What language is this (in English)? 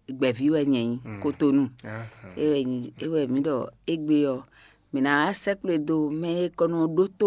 Fon